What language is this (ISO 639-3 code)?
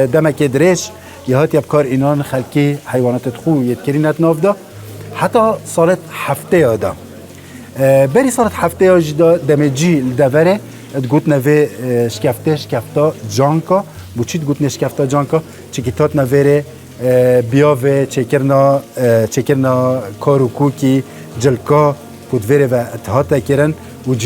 kur